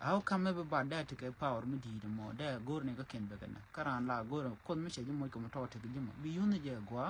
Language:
Nuer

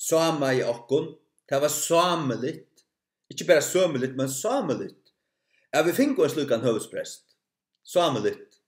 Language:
Faroese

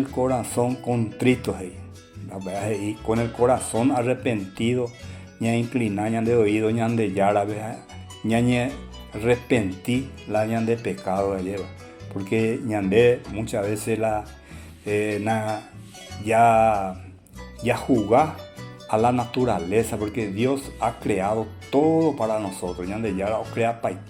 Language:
Guarani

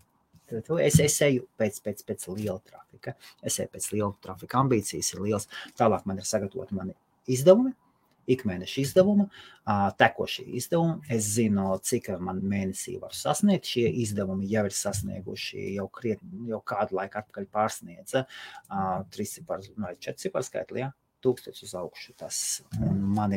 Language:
Latvian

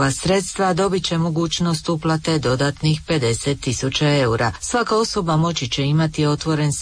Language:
Croatian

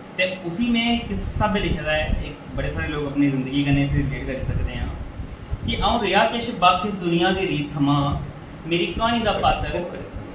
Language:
Dogri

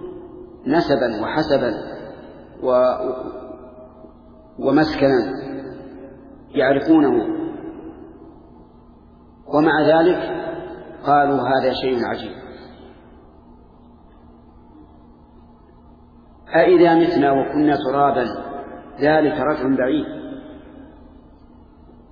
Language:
Arabic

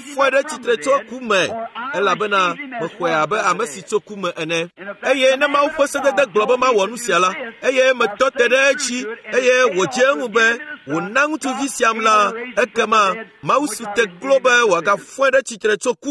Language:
Ewe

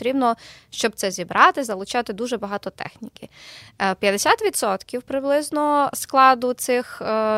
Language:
Ukrainian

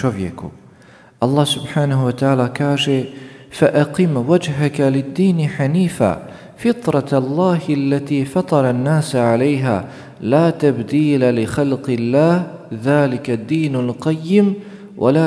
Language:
Bosnian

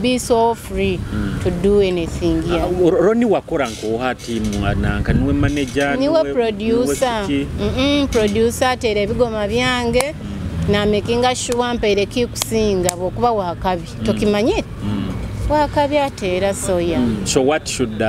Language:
Nyoro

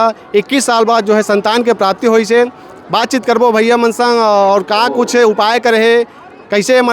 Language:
Chhattisgarhi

